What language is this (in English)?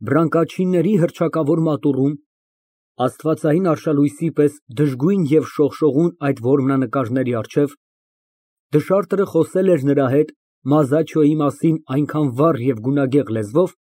Armenian